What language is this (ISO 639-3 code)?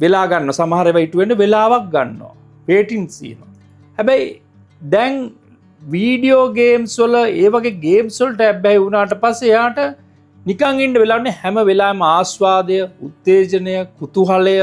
sin